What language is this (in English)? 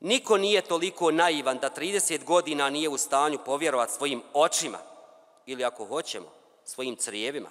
Bosnian